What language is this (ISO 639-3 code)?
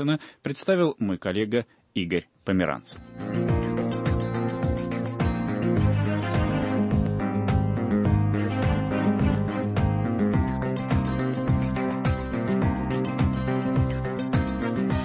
rus